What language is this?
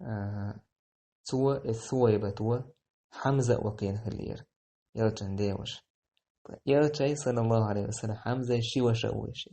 Chechen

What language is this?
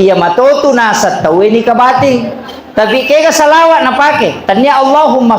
Buginese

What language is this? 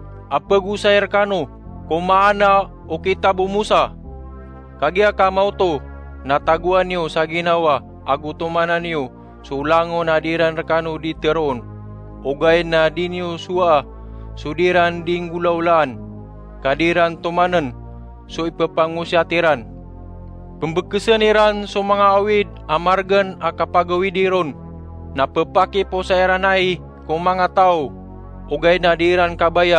Maranao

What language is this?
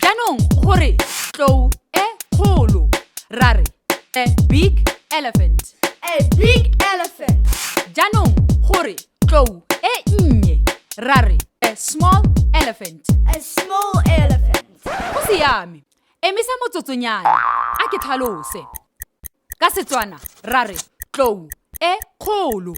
Tswana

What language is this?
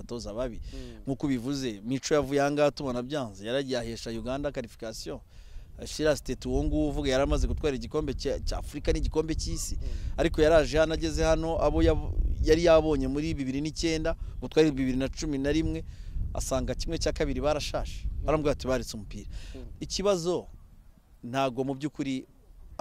Kinyarwanda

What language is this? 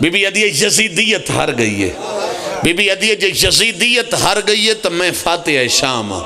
Pahari-Potwari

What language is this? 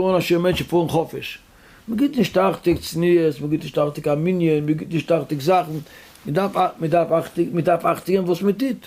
Yiddish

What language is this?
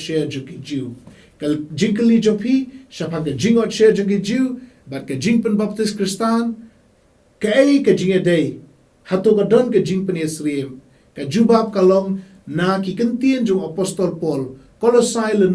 Khasi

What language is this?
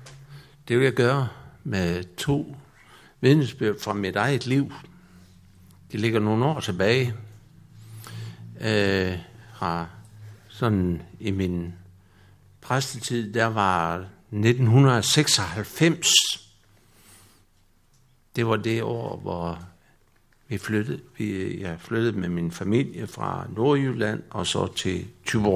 Danish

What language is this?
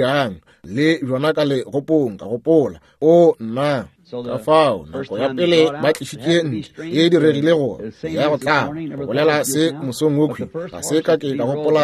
Northern Sotho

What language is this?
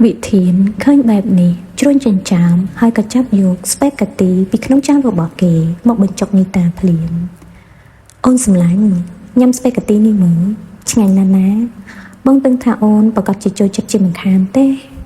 Khmer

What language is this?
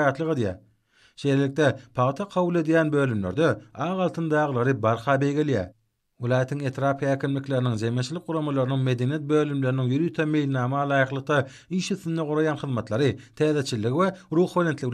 Turkmen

